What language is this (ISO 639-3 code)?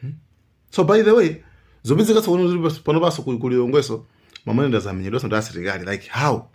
nya